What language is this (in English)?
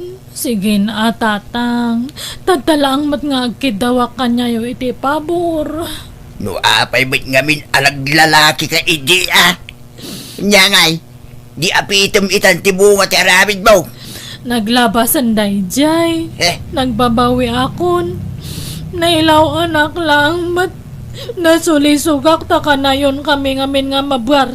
Iloko